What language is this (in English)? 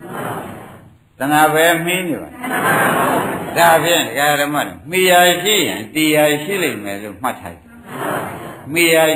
Burmese